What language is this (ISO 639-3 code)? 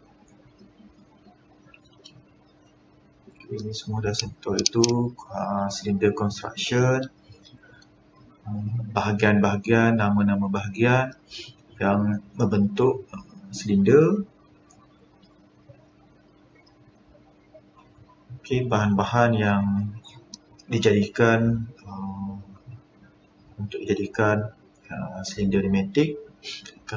msa